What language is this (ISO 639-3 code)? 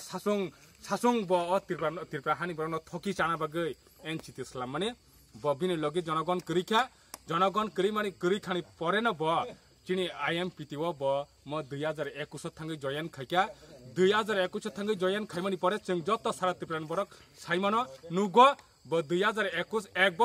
trp